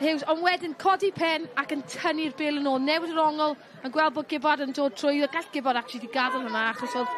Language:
Welsh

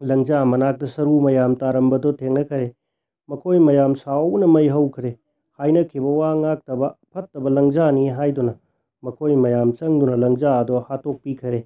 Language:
Manipuri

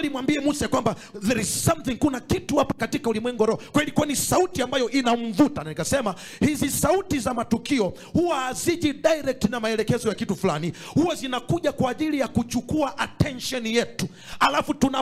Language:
Swahili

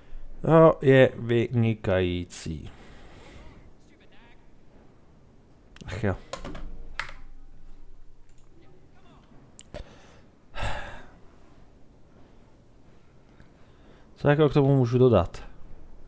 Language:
Czech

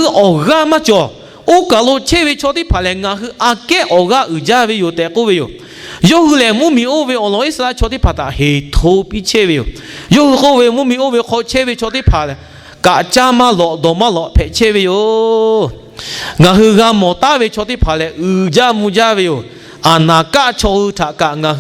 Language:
Lahu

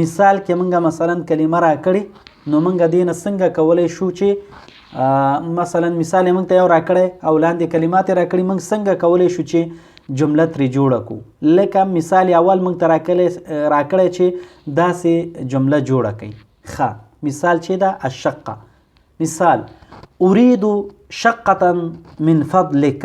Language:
Pashto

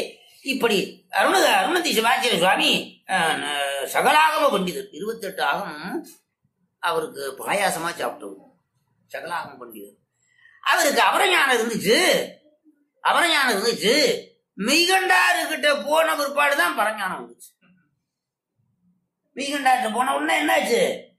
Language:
Tamil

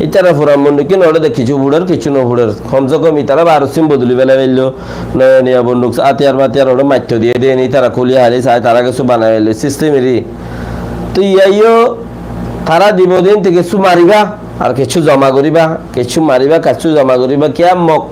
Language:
Rohingya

